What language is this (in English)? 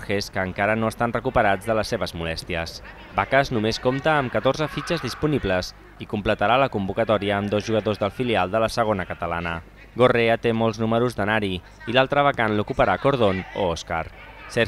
Catalan